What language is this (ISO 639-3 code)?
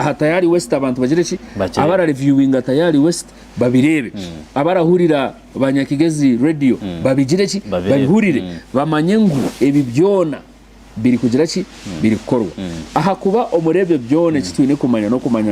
nyn